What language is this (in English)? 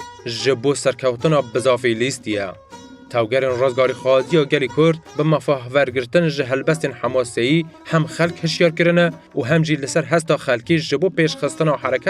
Kurdish